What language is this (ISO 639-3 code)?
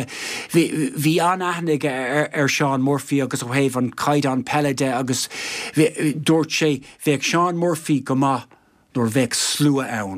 gle